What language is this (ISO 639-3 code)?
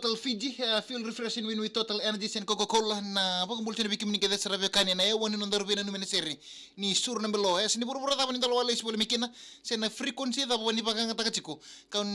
fij